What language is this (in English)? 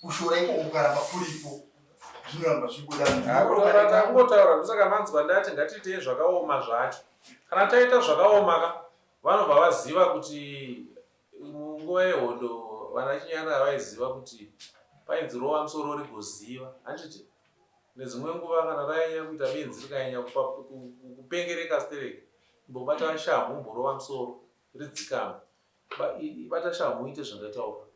Shona